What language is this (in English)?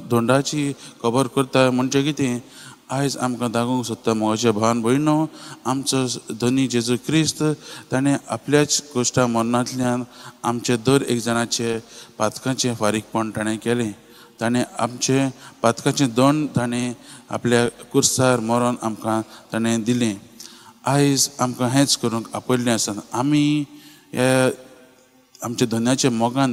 Konkani